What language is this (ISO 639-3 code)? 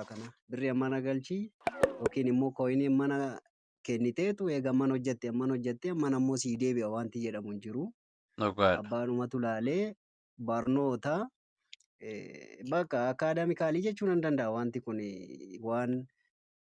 orm